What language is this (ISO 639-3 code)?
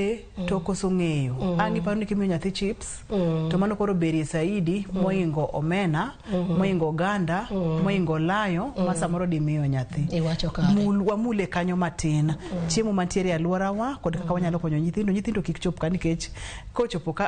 luo